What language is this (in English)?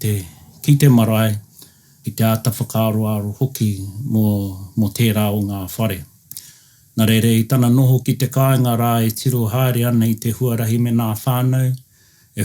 Māori